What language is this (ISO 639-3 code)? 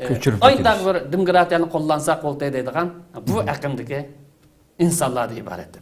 uig